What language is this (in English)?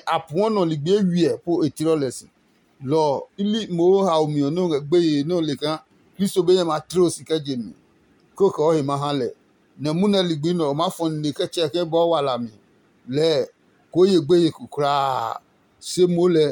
Adangme